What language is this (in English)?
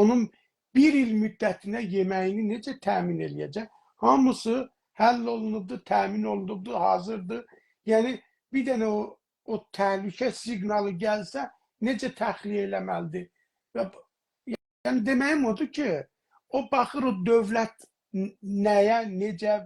South Azerbaijani